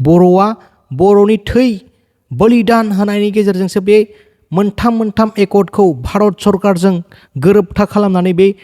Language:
Bodo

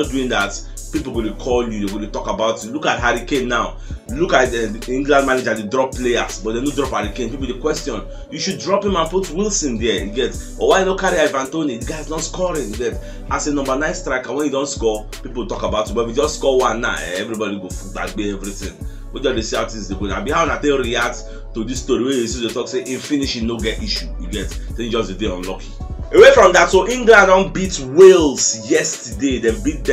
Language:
Nigerian Pidgin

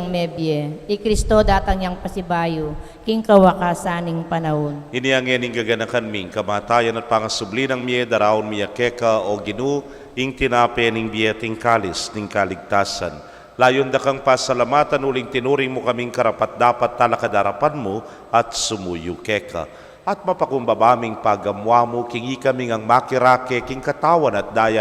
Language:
Pampanga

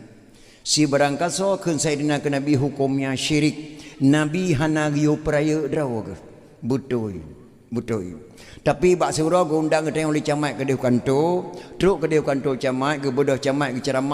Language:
Achinese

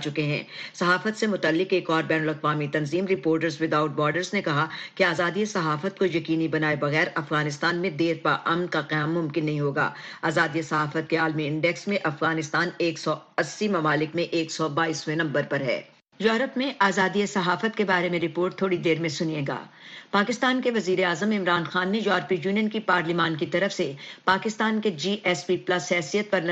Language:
Urdu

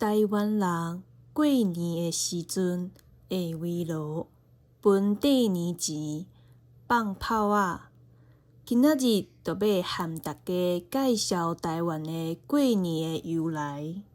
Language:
Min Nan Chinese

